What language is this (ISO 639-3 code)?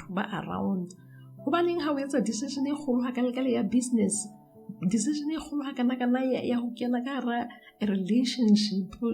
sot